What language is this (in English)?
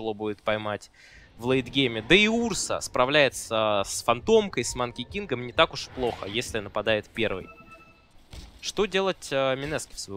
Russian